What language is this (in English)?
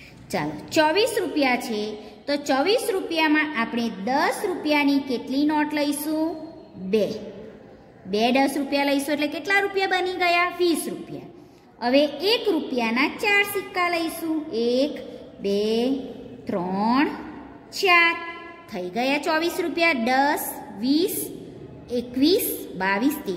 Gujarati